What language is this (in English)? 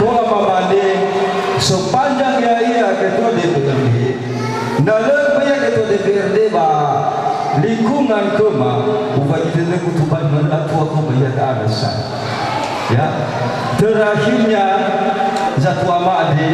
Nias